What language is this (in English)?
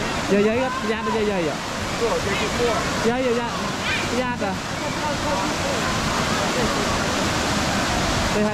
Vietnamese